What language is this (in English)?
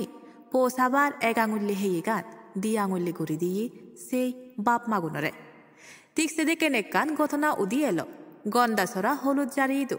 Chakma